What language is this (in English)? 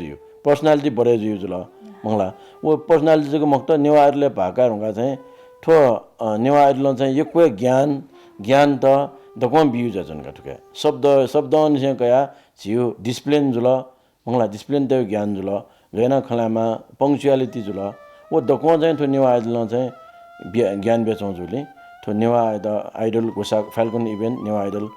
Newari